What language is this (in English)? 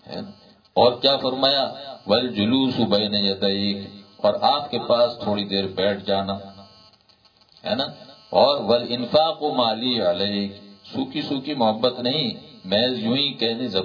Urdu